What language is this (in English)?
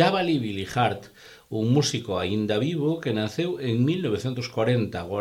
Galician